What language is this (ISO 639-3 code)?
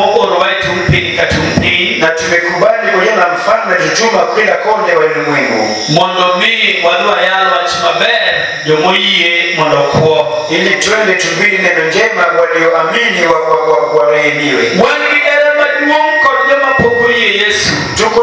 luo